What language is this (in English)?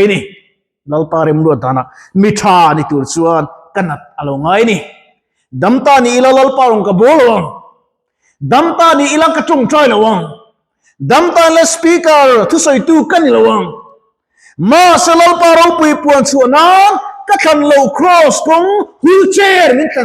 Mizo